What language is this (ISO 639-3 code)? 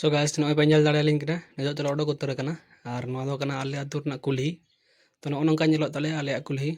sat